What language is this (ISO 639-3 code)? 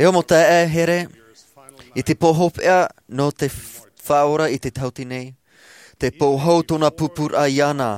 tah